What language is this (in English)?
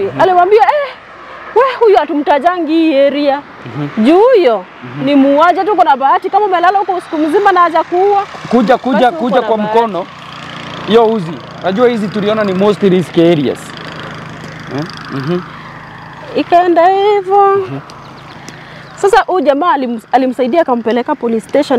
Swahili